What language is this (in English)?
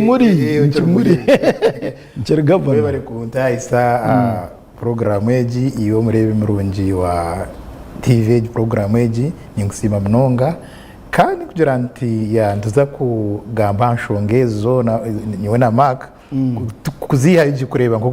Nyankole